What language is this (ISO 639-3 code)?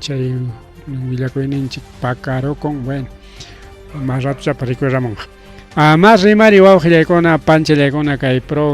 quy